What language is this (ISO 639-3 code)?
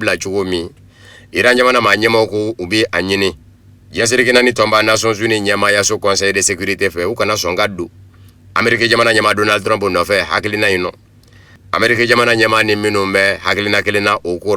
bam